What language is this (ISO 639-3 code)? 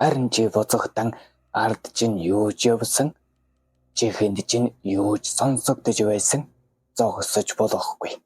mon